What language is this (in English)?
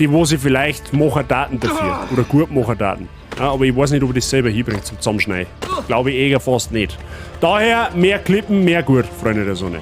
Bavarian